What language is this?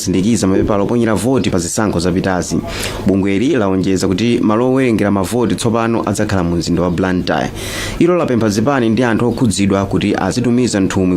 Nyanja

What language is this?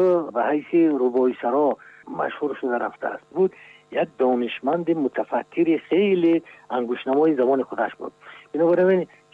Tajik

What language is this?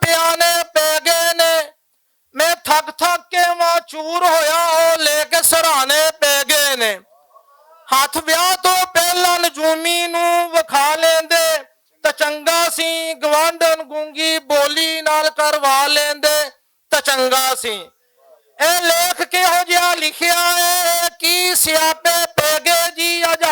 Western Panjabi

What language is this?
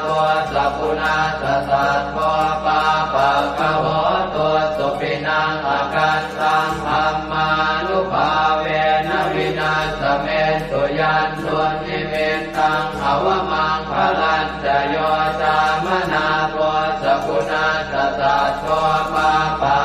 Pali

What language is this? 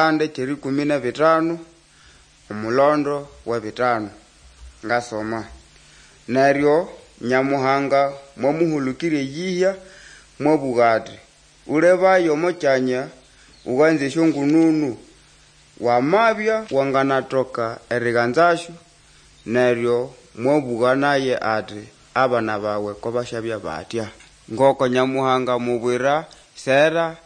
Nande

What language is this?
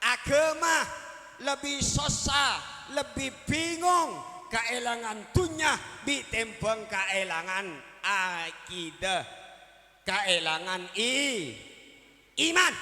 Madurese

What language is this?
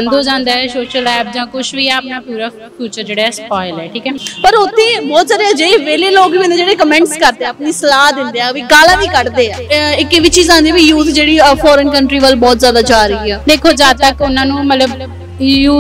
Punjabi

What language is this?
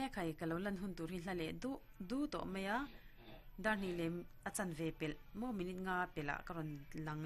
Mizo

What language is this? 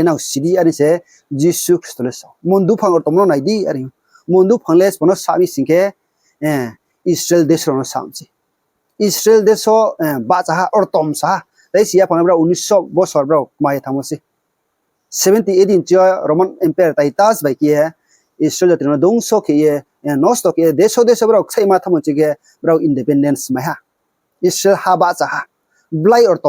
Riang (India)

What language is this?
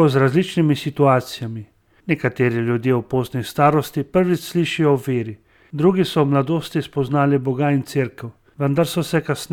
Slovenian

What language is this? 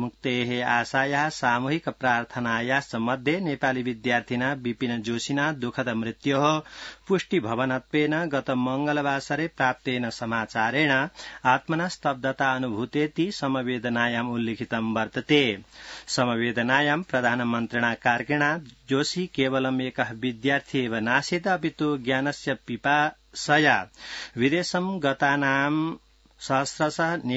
Sanskrit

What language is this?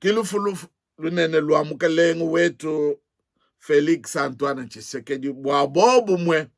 Luba-Lulua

